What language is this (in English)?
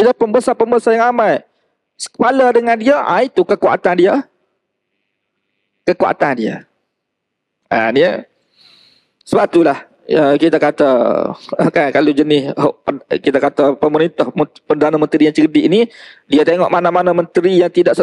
Malay